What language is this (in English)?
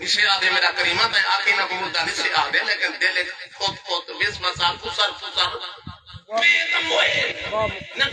Saraiki